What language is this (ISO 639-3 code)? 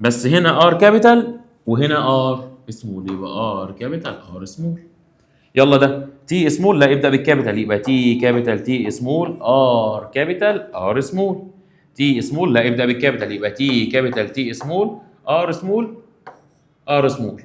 arz